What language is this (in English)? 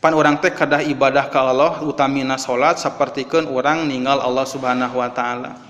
Sundanese